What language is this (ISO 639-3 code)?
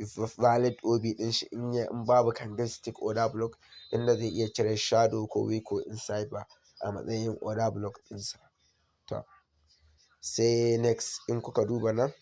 hau